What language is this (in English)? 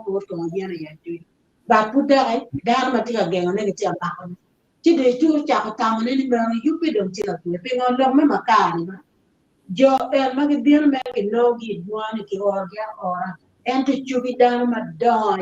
Acoli